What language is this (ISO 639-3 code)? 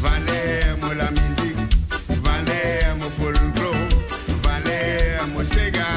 mfe